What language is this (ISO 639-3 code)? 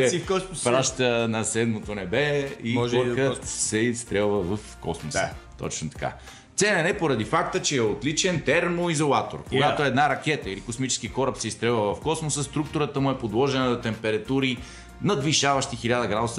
bul